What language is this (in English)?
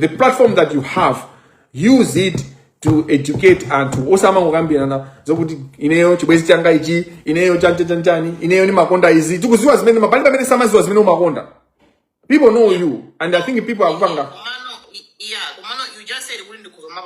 Nyanja